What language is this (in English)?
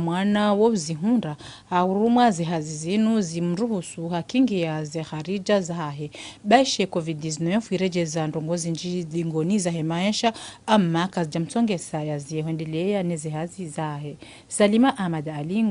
Ngazidja Comorian